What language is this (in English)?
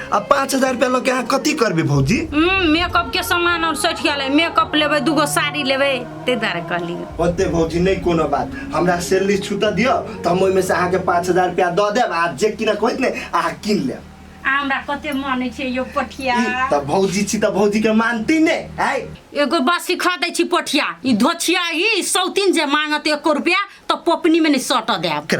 Maithili